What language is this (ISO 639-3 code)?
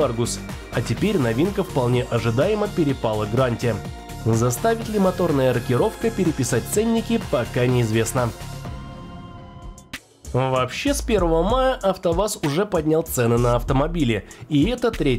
rus